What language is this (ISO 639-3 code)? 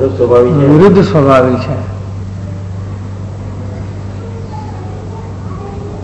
guj